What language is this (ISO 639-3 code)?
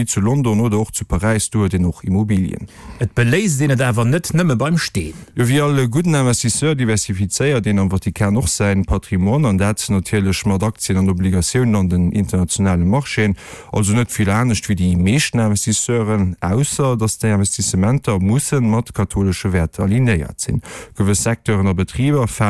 ltz